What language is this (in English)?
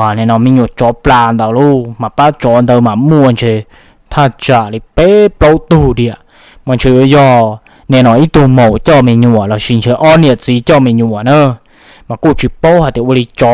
Hmong